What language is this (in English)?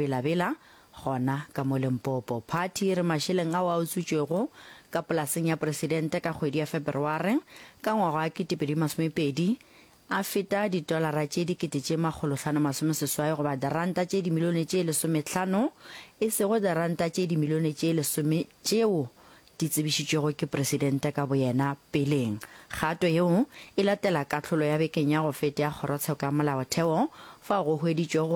Northern Sotho